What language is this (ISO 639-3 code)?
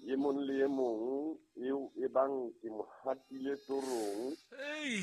sot